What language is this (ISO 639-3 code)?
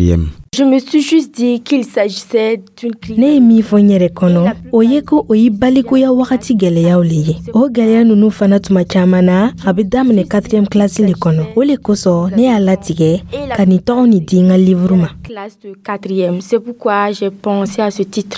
dyu